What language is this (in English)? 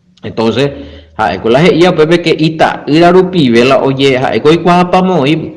Guarani